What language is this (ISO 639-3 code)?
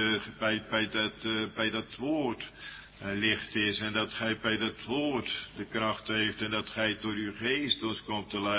nld